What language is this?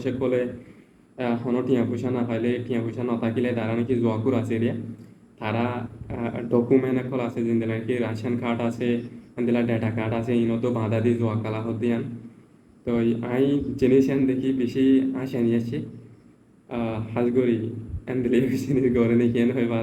Rohingya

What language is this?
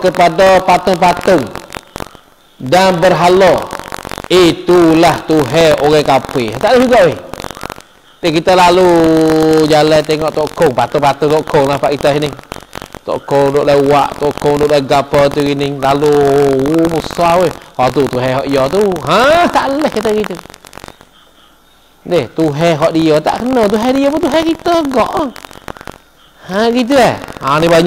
Malay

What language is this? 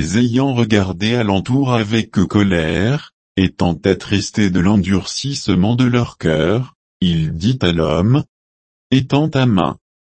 French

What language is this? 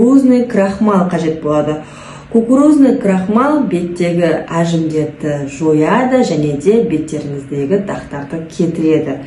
Kazakh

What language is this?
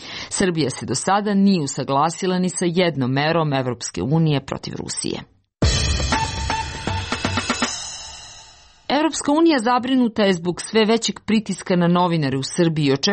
Serbian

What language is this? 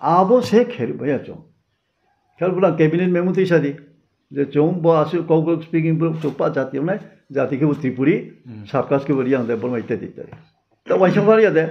Riang (India)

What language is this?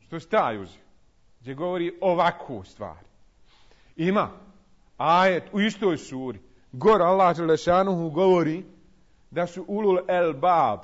Bosnian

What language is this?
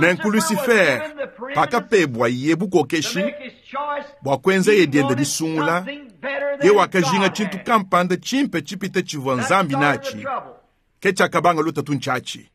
Luba-Lulua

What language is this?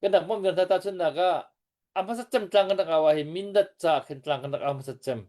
Hakha Chin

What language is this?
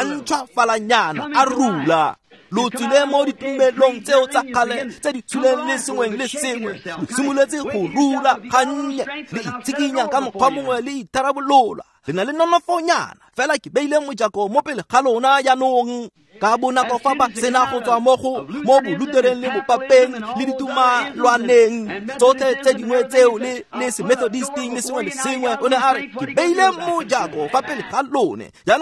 Tswana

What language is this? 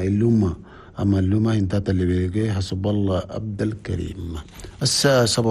Chadian Arabic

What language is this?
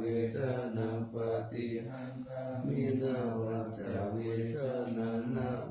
Pali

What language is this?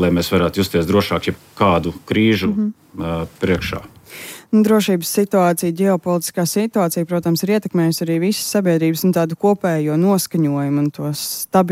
Latvian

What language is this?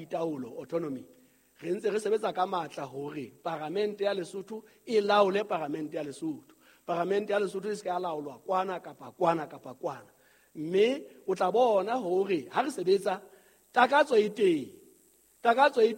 Southern Sotho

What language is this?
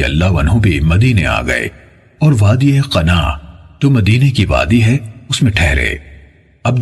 Urdu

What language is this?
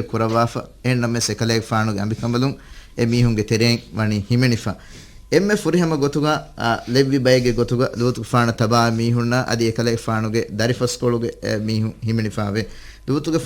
Divehi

